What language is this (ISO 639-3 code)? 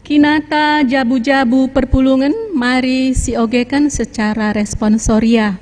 btx